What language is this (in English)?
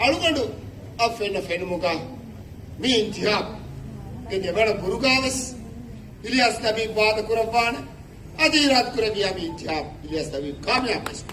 Divehi